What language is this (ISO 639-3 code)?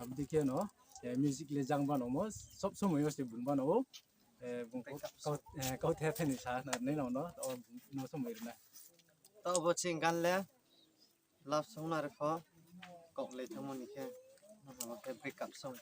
ria